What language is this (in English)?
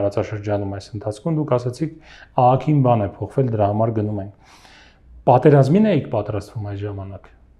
Armenian